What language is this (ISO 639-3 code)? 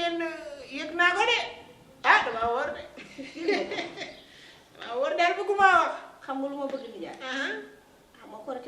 wol